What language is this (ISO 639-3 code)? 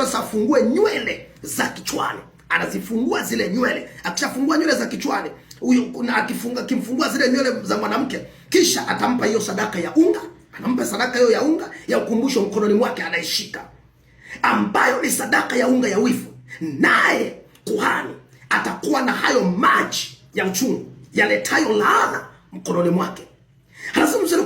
swa